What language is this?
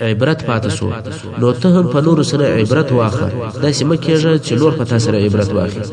Pashto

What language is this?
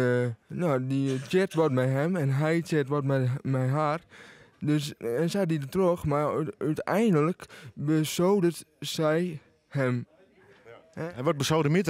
Western Frisian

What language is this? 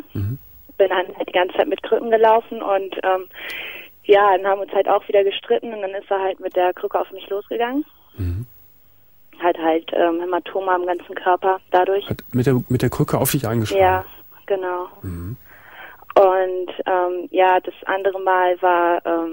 German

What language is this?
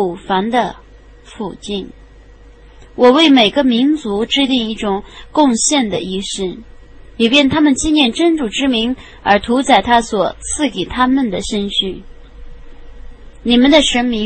Chinese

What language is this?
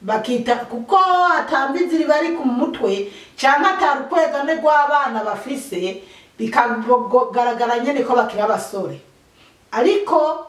Rundi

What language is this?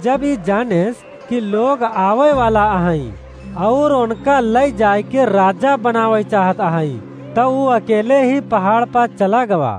Awadhi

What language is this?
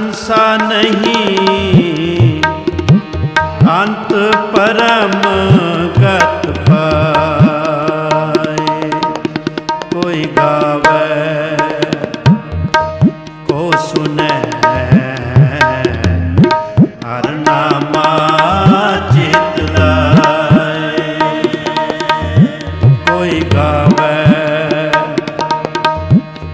Punjabi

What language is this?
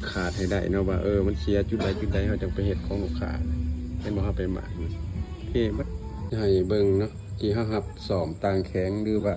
Lao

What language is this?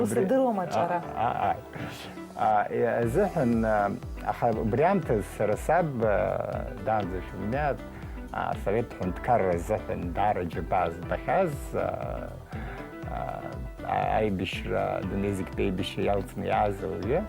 Abkhazian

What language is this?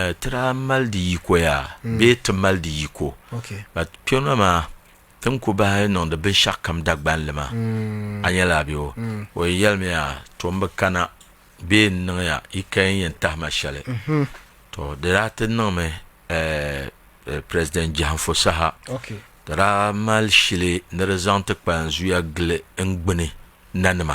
Dagbani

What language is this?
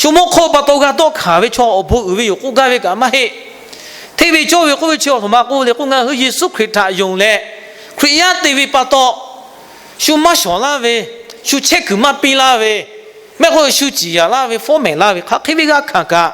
Lahu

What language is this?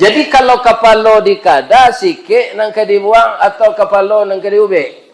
Minangkabau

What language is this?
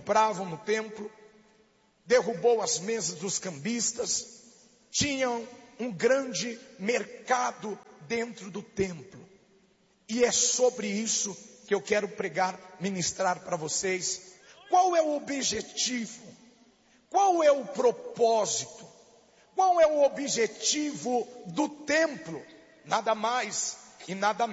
Portuguese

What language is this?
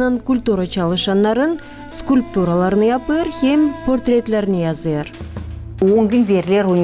Gagauz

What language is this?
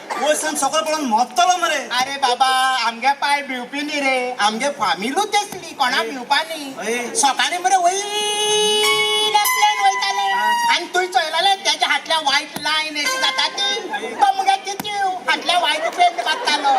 Konkani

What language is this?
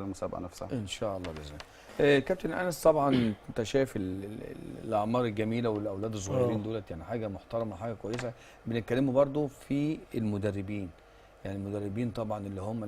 Egyptian Arabic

